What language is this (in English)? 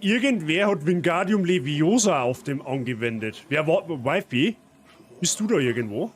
Bavarian